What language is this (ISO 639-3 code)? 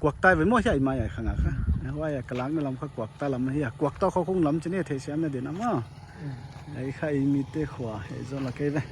pck